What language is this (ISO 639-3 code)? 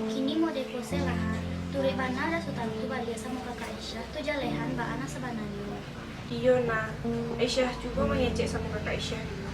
min